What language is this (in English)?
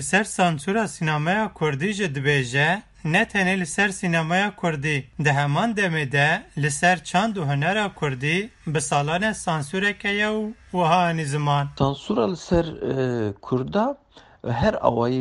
Kurdish